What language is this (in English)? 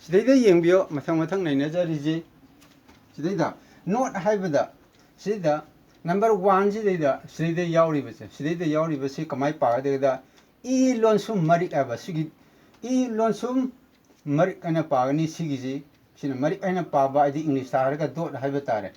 Manipuri